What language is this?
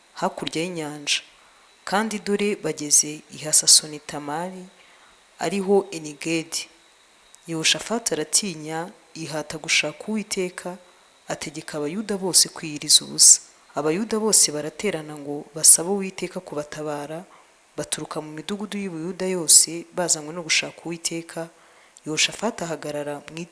Kinyarwanda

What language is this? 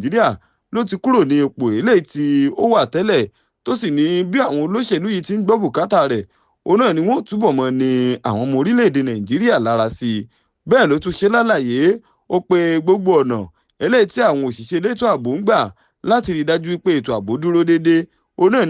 Yoruba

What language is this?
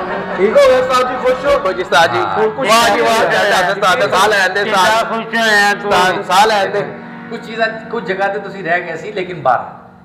Punjabi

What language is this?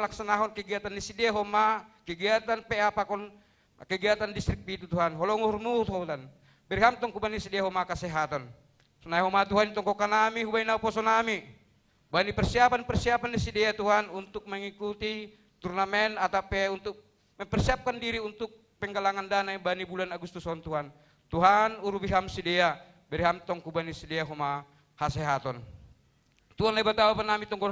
Batak Simalungun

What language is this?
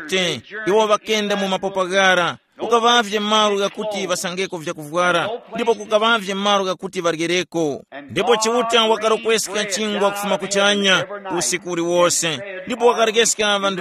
Tumbuka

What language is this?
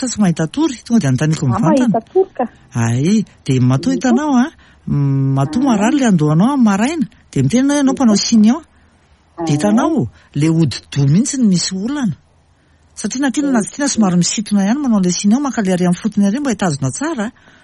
Malagasy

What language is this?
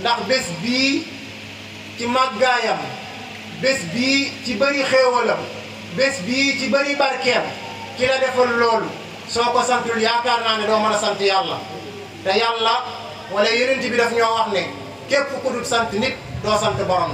Wolof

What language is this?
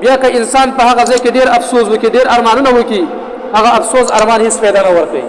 Pashto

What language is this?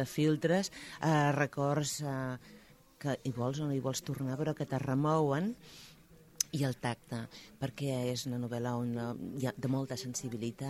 Catalan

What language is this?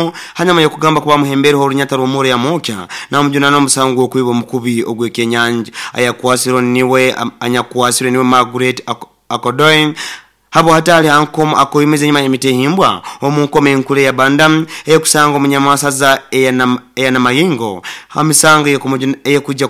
Nyoro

